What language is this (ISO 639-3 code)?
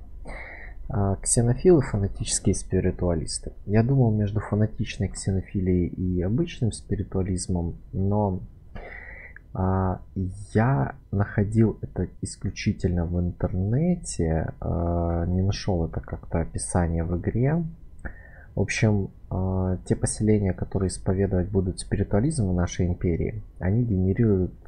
rus